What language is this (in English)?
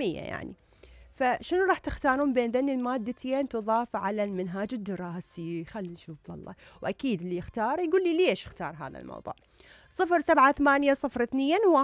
Mesopotamian Arabic